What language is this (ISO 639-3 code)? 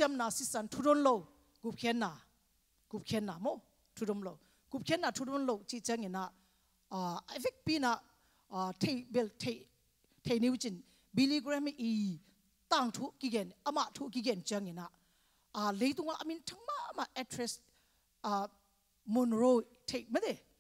ctd